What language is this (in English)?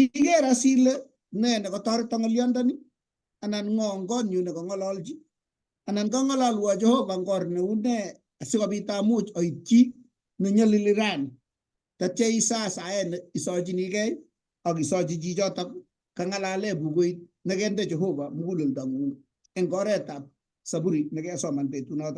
Kalenjin